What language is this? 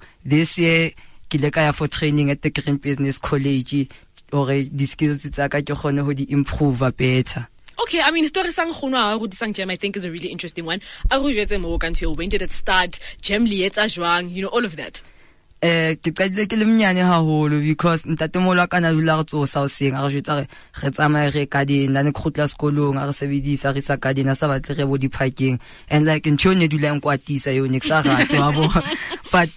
Southern Sotho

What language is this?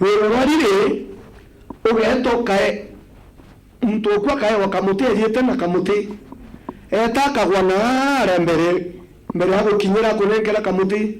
Meru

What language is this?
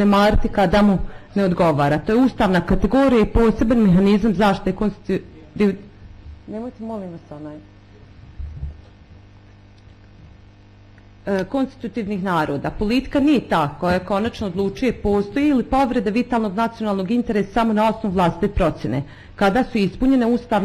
Bosnian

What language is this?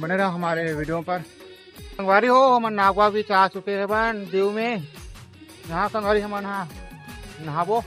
Chhattisgarhi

